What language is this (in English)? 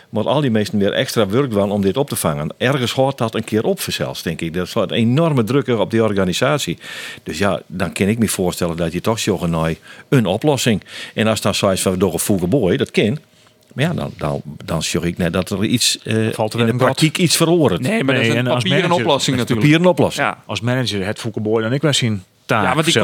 Western Frisian